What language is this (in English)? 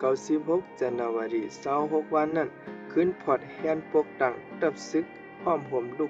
Shan